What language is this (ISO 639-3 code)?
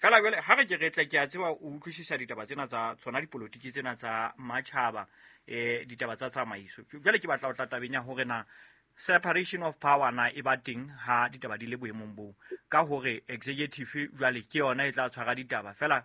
sot